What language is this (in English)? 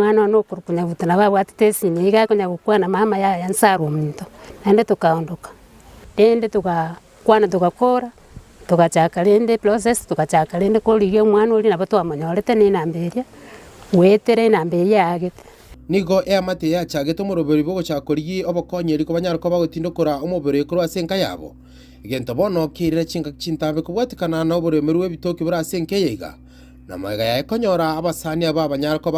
Gusii